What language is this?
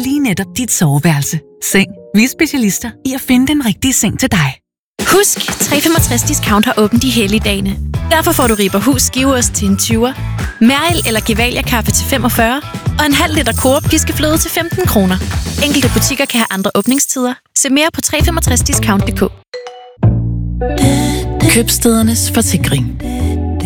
Danish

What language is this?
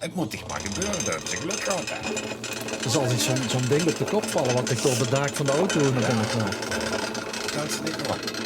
Limburgish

